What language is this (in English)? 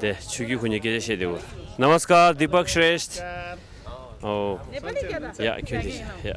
Tibetan